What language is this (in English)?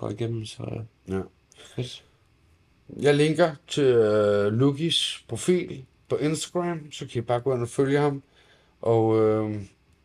Danish